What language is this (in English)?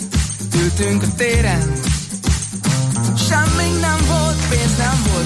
Hungarian